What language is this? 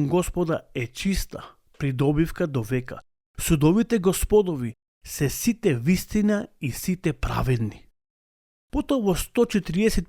Macedonian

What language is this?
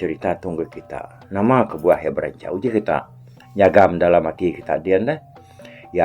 Iban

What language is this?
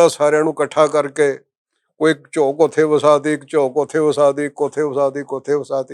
Western Panjabi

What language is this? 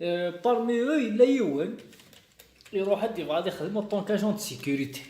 Kabyle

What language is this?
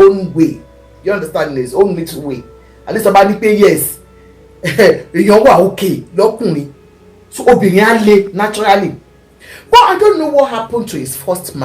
Yoruba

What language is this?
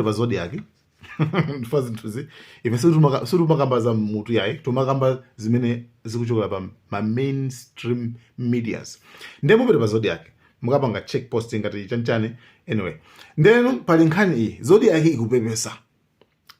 Nyanja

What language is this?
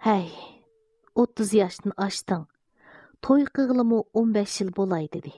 Uyghur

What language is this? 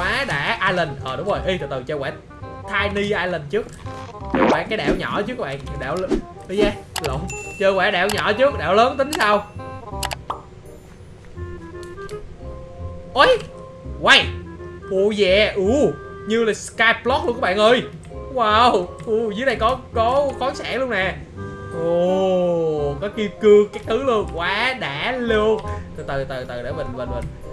Vietnamese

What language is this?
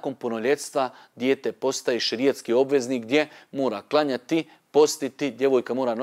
Bosnian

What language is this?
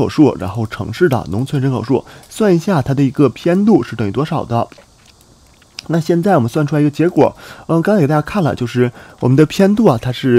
Chinese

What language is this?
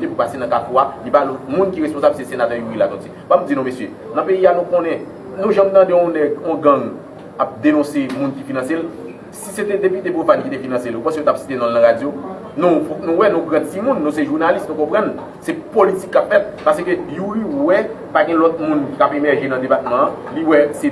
Haitian Creole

